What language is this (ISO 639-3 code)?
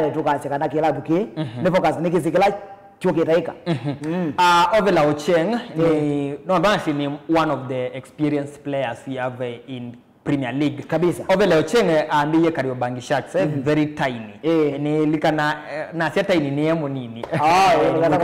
kam